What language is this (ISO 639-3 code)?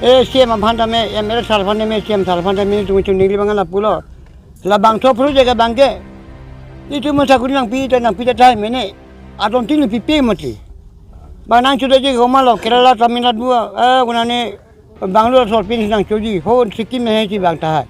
mjw